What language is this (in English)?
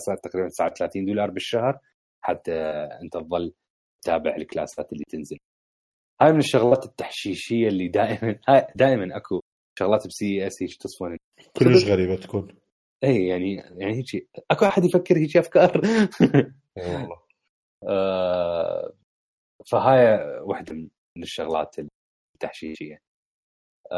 Mesopotamian Arabic